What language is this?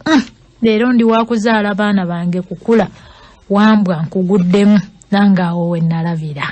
Ganda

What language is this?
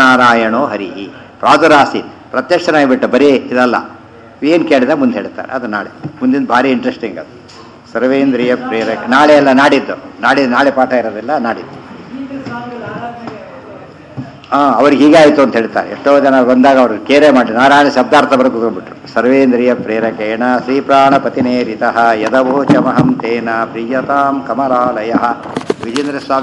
Kannada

